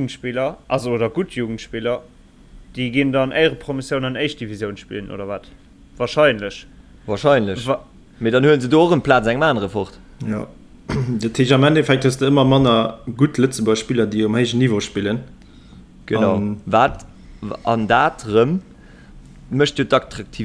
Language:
Luxembourgish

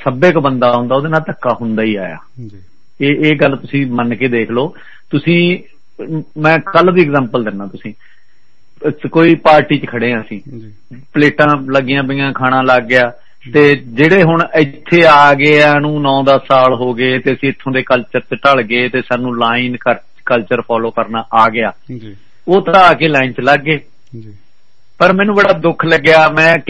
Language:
Punjabi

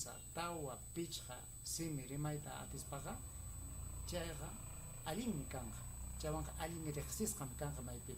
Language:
Ayacucho Quechua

